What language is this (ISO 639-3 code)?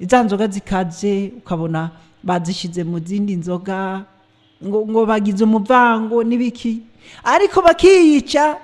run